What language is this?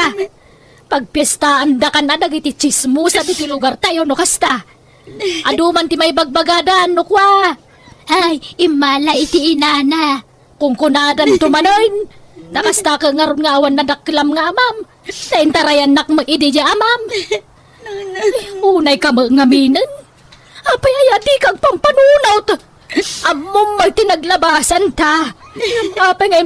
Iloko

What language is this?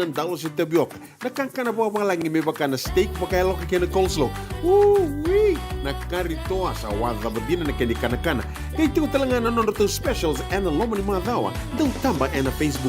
Fijian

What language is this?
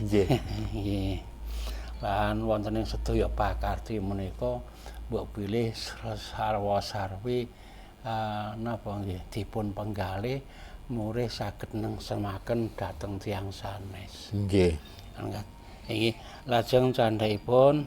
Javanese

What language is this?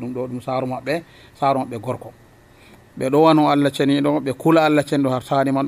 Nigerian Fulfulde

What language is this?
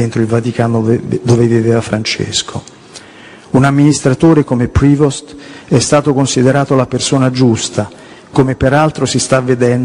Italian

